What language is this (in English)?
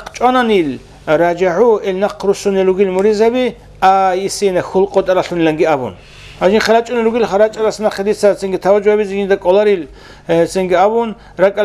Avaric